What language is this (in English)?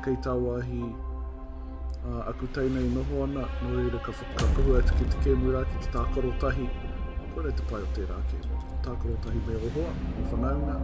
Māori